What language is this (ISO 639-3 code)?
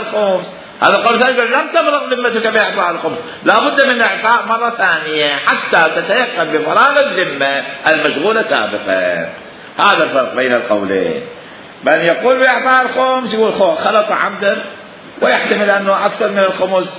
acm